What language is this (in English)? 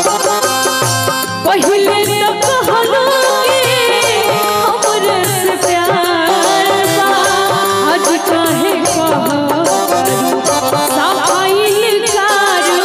Bhojpuri